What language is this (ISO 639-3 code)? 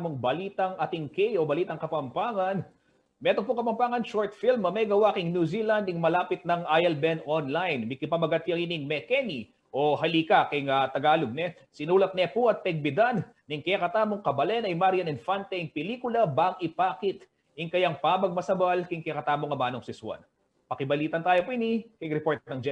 pam